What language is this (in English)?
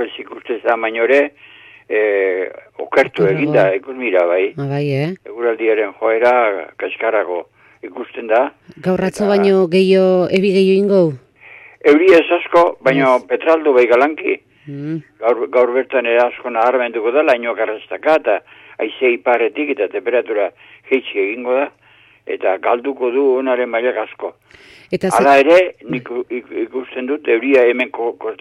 Basque